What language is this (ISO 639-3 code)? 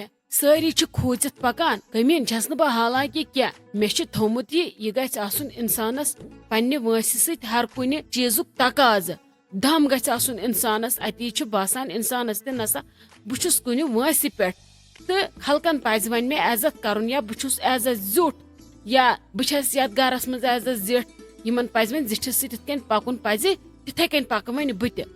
kas